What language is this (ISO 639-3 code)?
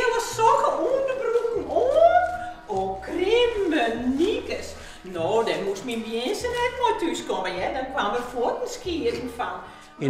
fry